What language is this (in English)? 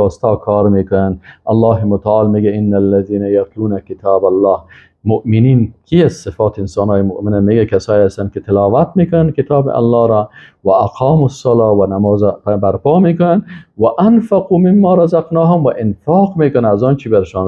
Persian